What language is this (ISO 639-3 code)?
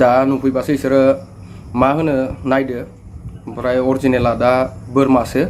brx